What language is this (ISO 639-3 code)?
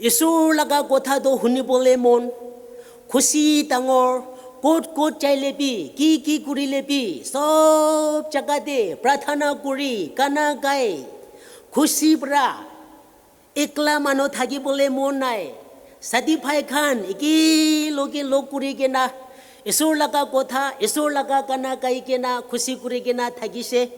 nag